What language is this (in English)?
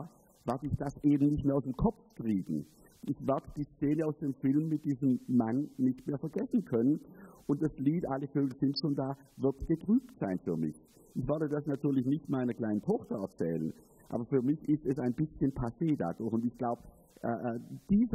German